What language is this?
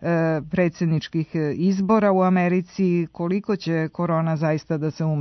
Serbian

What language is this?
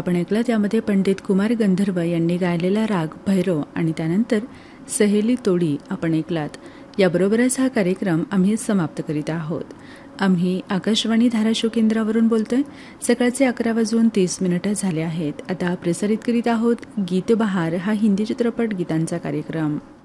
Marathi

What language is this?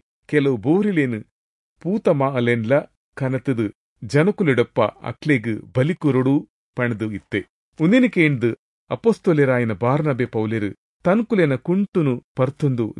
Tulu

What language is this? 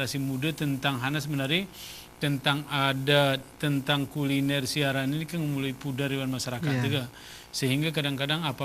Gayo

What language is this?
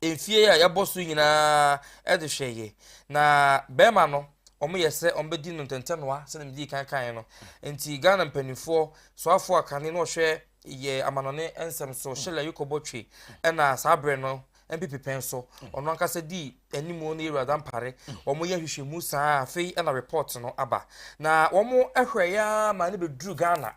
Akan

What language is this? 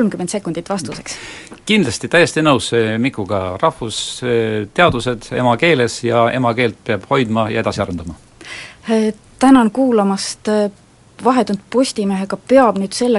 Estonian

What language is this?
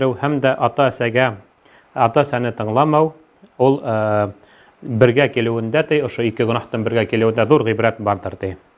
Bashkir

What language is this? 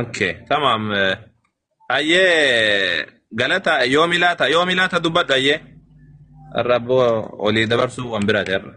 Oromo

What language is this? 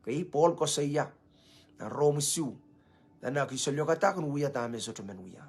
Pohnpeian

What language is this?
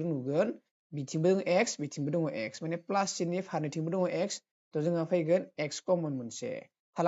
Bodo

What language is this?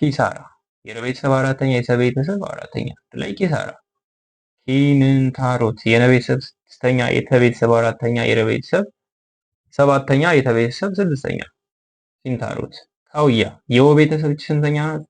Amharic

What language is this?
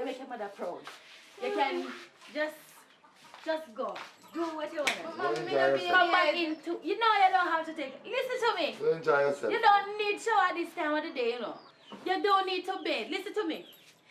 Jamaican Creole English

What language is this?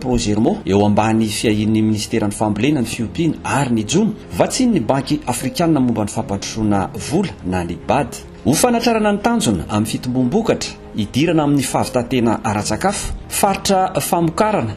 Malagasy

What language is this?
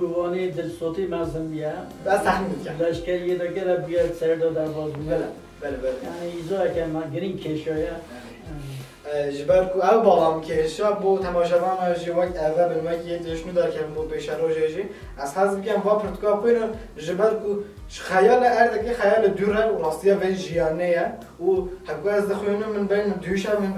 Kurdish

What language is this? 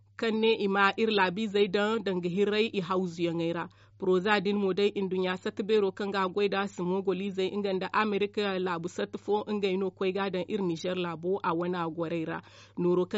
Zarma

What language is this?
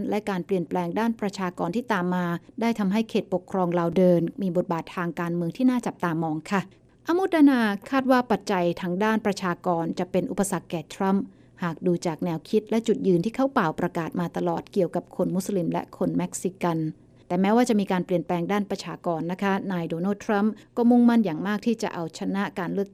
Thai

